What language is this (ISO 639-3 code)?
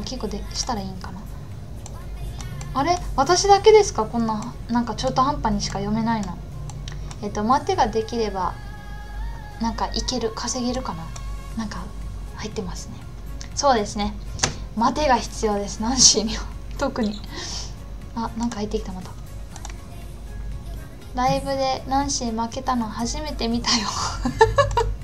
jpn